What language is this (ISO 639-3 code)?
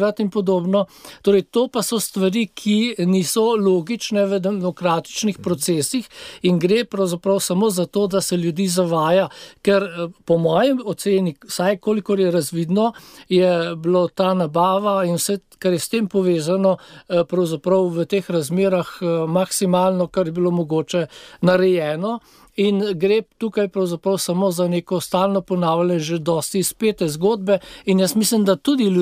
slv